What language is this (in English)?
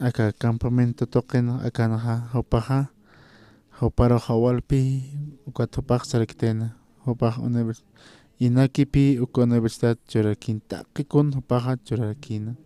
Aymara